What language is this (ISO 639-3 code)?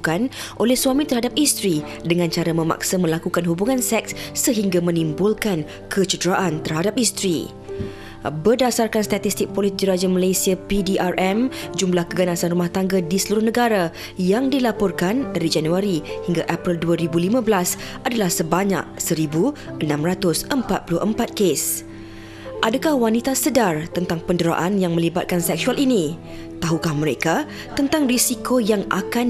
msa